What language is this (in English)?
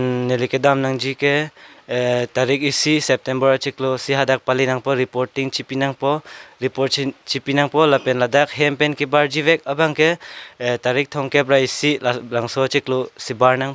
Karbi